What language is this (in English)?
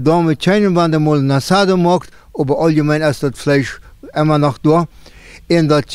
Plautdietsch